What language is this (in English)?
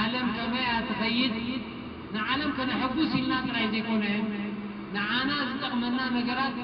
Tigrinya